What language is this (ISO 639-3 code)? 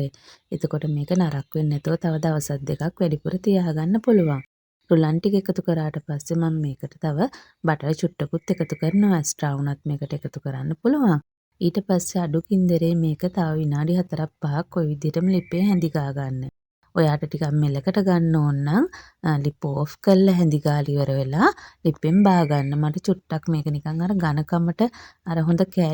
sin